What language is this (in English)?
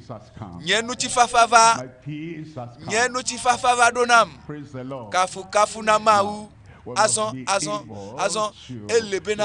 Ewe